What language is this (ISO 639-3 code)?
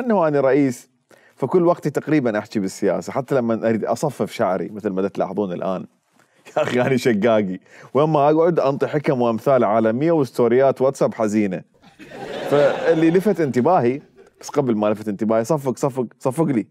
acm